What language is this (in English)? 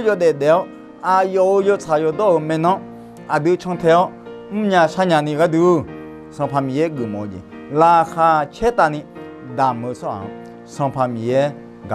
Akha